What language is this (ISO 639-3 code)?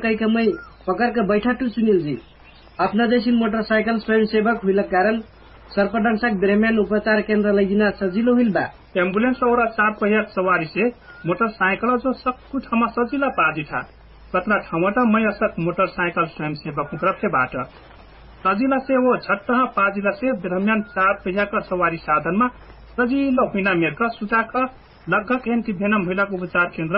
thl